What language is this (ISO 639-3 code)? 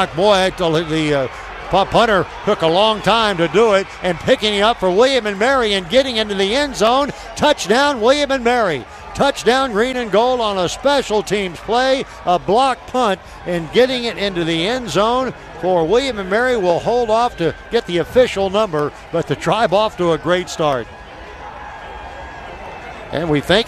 eng